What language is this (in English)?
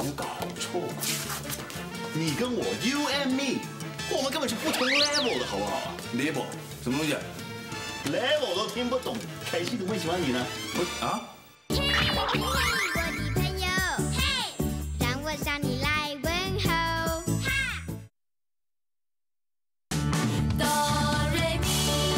Chinese